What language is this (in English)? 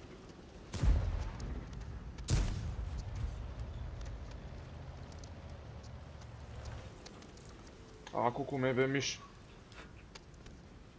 Serbian